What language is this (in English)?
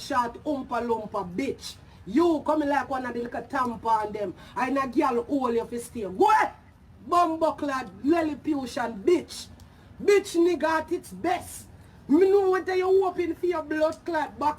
Jamaican Creole English